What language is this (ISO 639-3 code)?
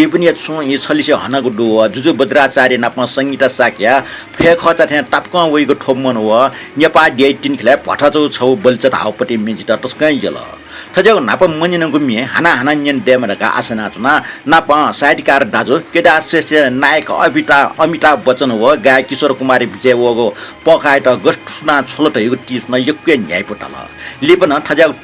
new